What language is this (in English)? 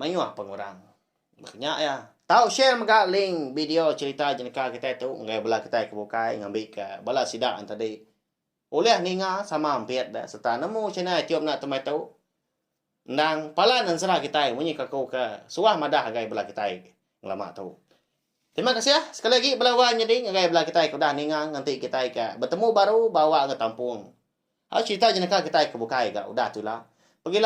Iban